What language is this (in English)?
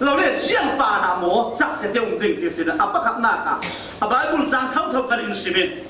Falam Chin